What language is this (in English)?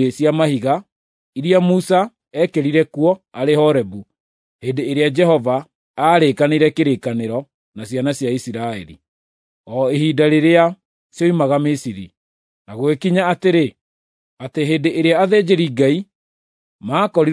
Kikuyu